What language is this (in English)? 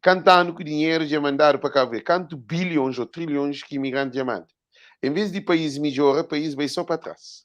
Kabuverdianu